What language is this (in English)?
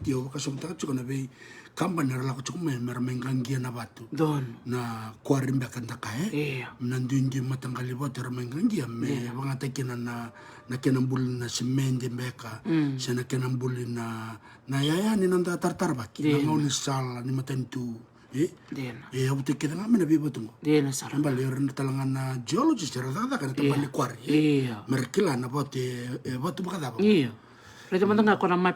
Fijian